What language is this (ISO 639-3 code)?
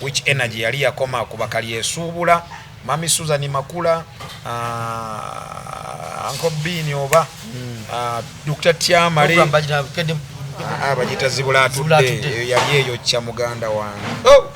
lug